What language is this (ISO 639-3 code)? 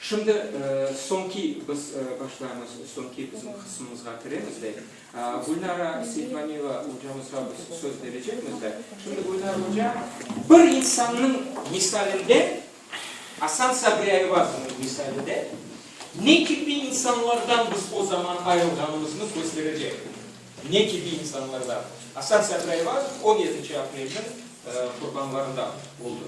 crh